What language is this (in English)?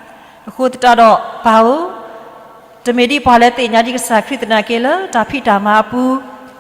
S'gaw Karen